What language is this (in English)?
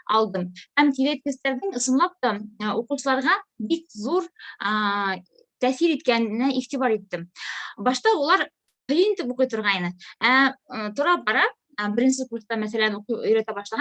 Bashkir